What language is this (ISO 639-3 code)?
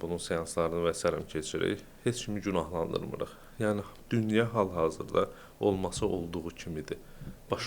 aze